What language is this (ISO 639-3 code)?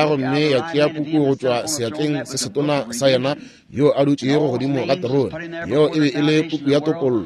nso